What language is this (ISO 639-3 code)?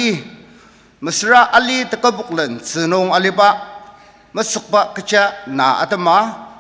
njo